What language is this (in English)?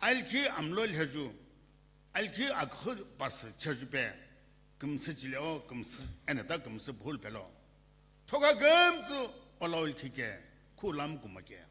Sumi Naga